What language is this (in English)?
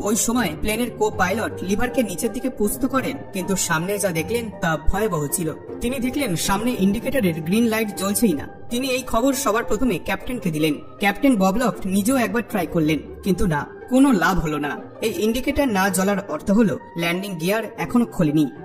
Bangla